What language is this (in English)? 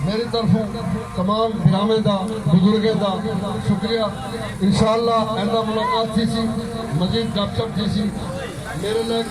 Saraiki